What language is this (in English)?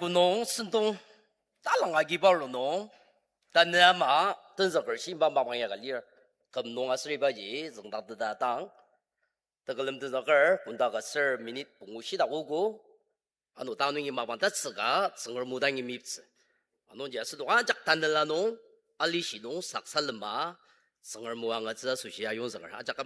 Ao Naga